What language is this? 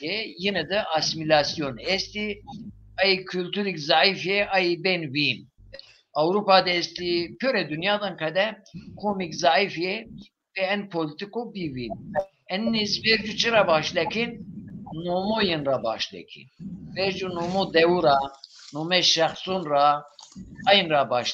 Zaza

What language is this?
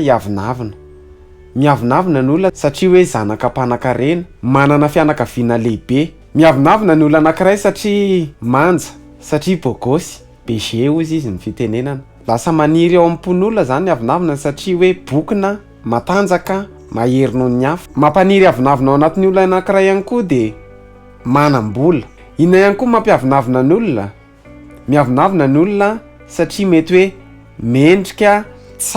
Malagasy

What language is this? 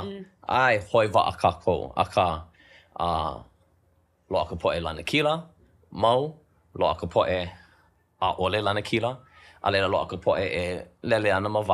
Hawaiian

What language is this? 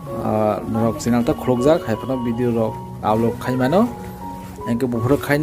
Kok Borok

